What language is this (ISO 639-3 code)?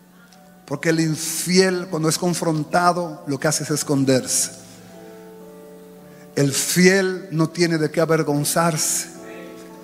spa